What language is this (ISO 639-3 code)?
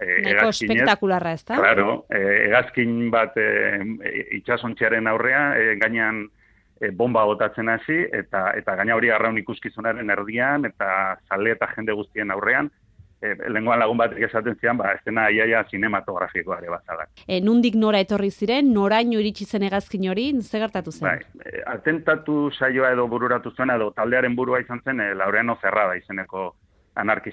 eus